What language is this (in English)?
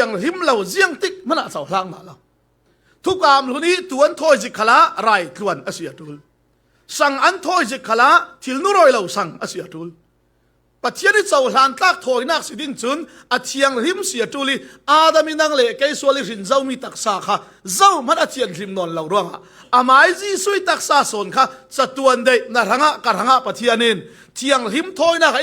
Falam Chin